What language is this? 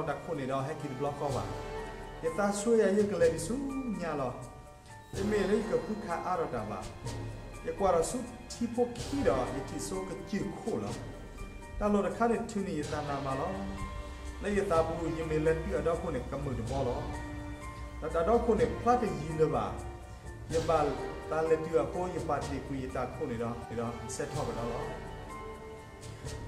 S'gaw Karen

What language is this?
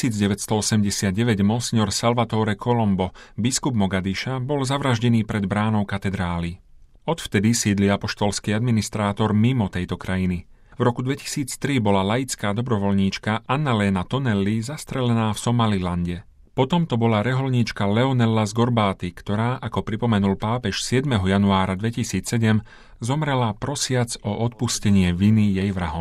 Slovak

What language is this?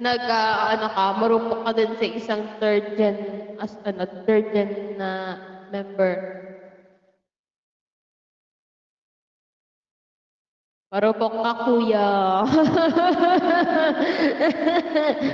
Filipino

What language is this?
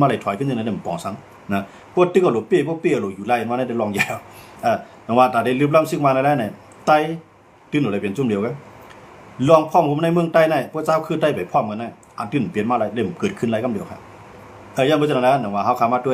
Shan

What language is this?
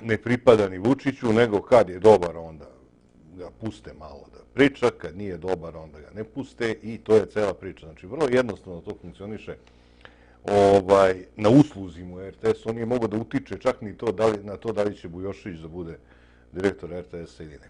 Serbian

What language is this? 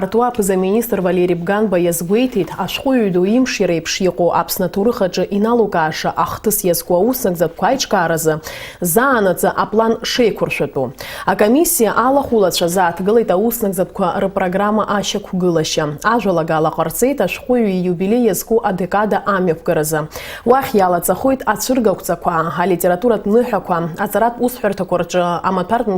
Abkhazian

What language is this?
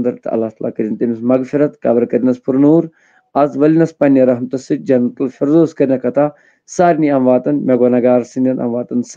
Kashmiri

